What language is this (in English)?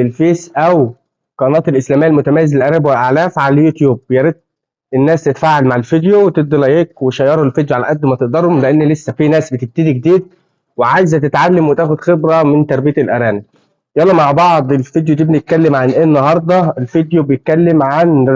Egyptian Arabic